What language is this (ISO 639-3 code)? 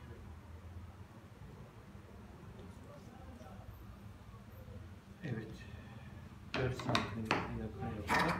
tur